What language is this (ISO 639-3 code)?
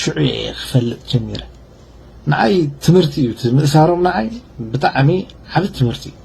tir